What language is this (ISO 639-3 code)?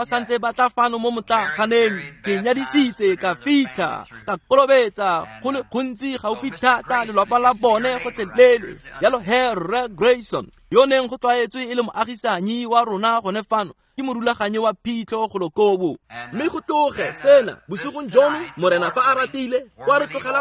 tsn